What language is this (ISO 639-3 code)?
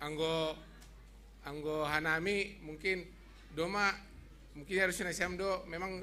bts